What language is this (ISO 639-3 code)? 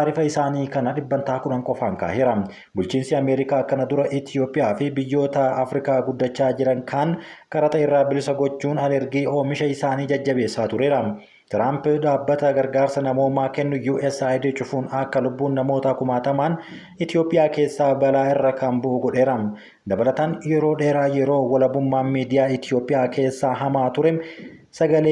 orm